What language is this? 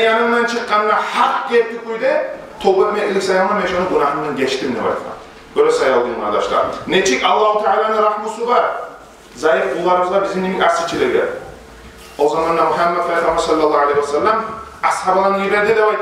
Kumyk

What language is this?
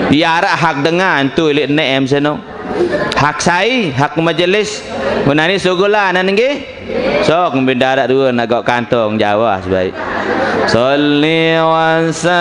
Sasak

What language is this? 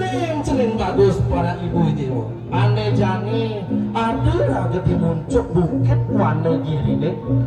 Balinese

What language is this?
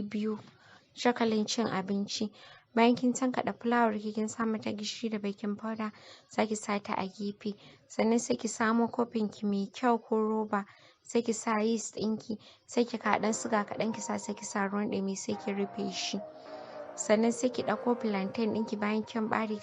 Hausa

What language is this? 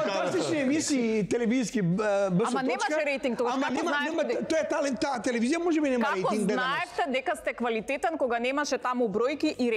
Macedonian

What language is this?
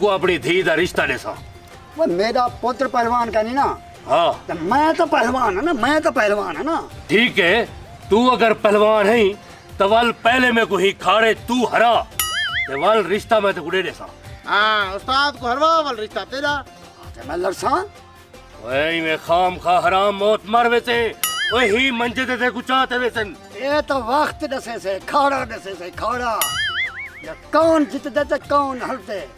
Saraiki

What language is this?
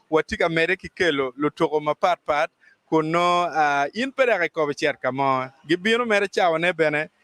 Acoli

